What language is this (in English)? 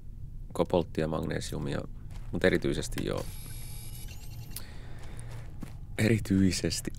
Finnish